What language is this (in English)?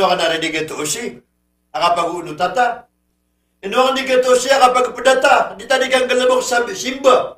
Maranao